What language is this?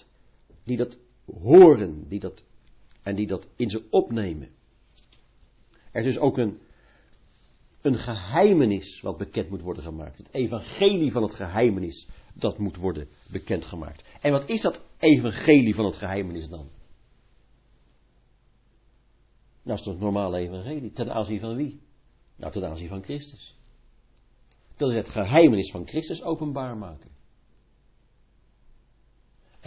Dutch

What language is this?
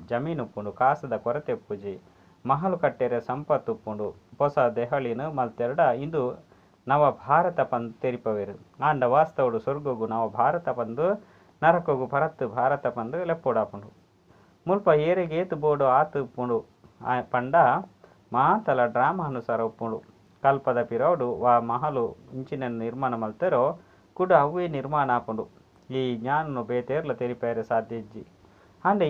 Tulu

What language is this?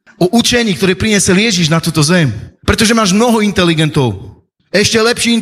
Slovak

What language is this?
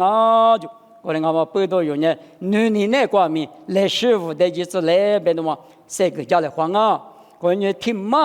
Lisu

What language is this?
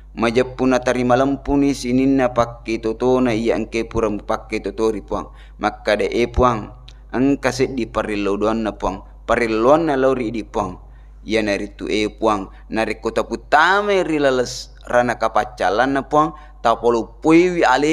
Buginese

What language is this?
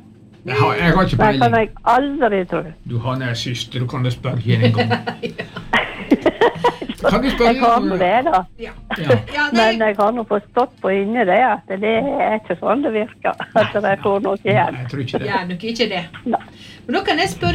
Norwegian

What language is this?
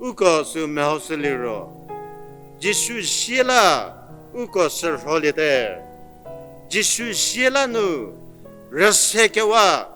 Angami Naga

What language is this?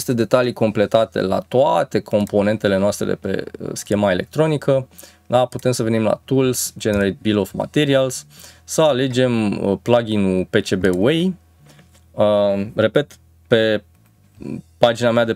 Romanian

